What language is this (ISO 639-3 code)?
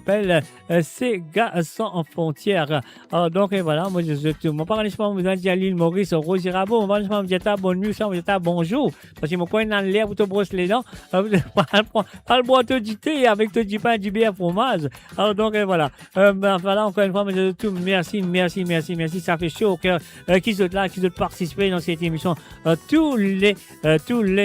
mfe